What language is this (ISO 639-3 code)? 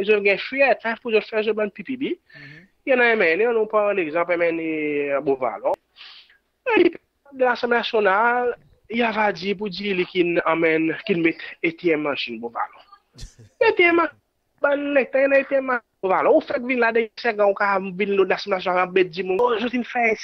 crs